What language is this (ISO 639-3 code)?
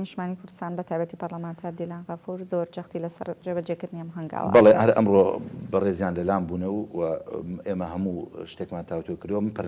ckb